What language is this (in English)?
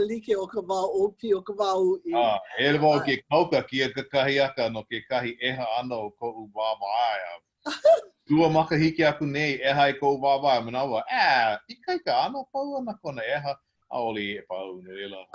Hawaiian